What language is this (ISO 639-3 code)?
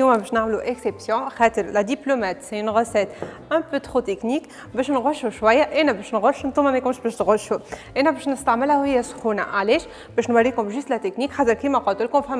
aeb